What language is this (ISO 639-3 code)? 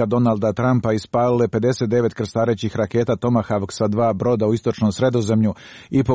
hrv